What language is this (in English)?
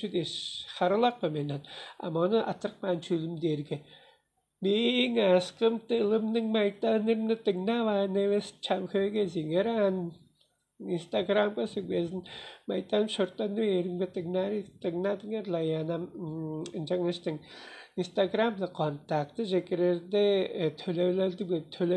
Tuvinian